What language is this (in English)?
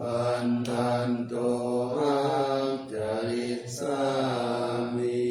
Pali